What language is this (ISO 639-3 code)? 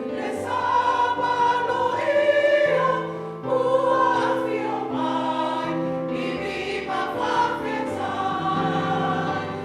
smo